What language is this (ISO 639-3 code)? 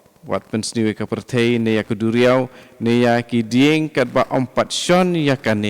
kha